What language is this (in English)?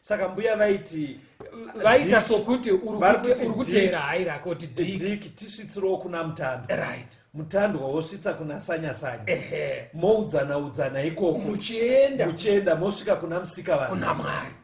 Shona